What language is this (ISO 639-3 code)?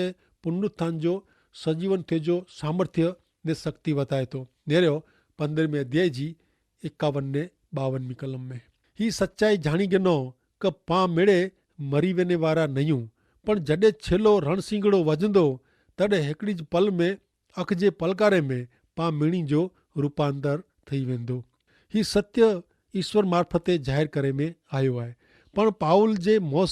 kfr